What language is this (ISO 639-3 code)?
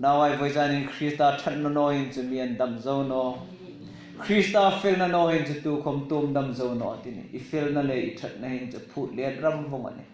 hmr